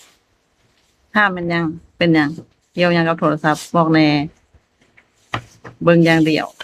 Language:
Lao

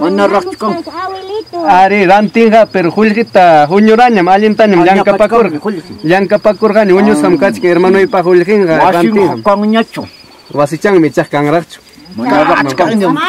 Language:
Ayacucho Quechua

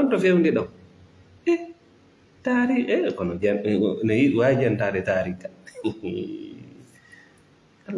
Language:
Fula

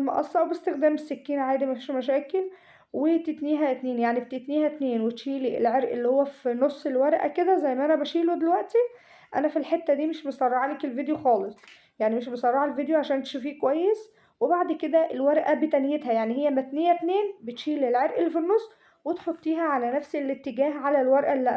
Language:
Egyptian Arabic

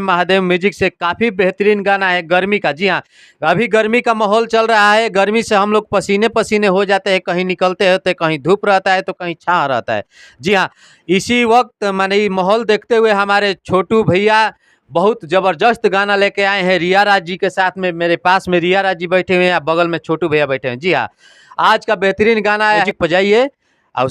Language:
Bhojpuri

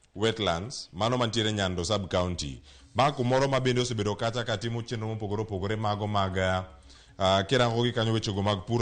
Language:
Luo (Kenya and Tanzania)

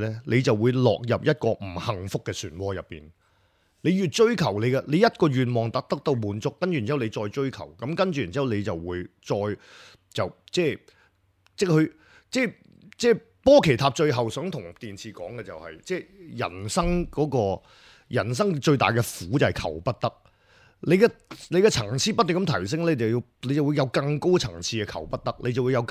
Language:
Cantonese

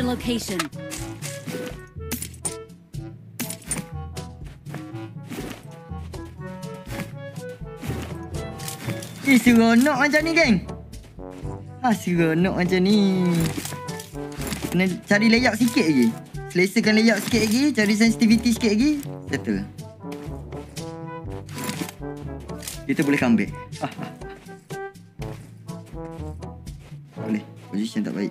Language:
Malay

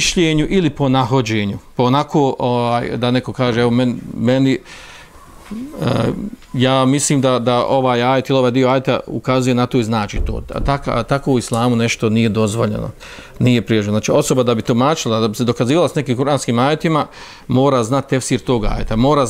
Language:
Bosnian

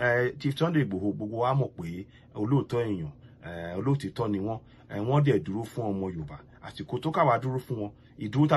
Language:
Yoruba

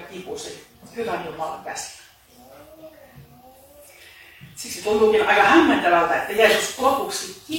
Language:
Finnish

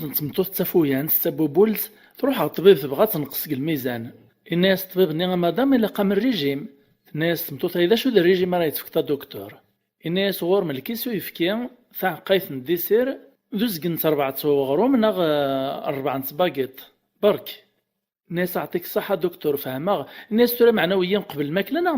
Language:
Kabyle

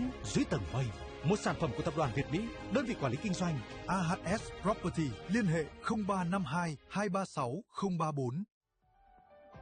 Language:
Vietnamese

